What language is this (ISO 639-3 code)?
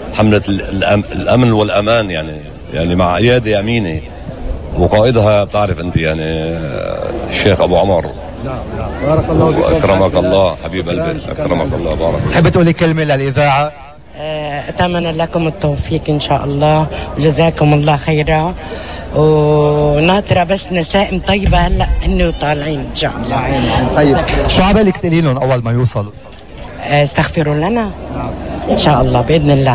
apc